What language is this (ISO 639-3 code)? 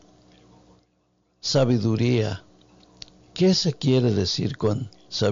spa